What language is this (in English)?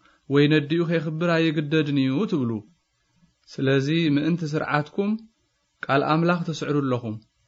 Tigrinya